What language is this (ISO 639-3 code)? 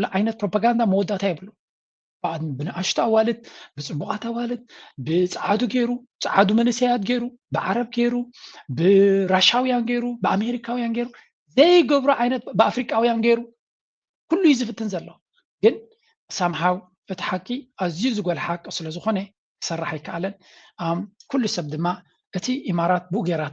tir